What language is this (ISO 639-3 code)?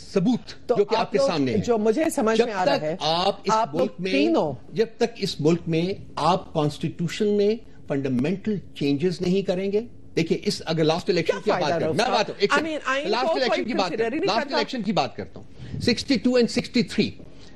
urd